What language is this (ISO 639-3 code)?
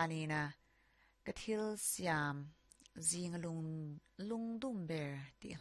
lus